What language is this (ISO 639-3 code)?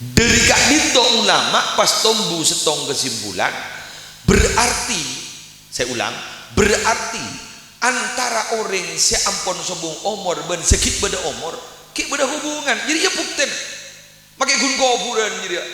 mad